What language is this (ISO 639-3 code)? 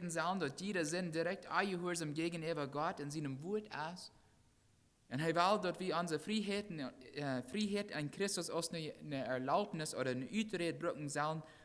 pdt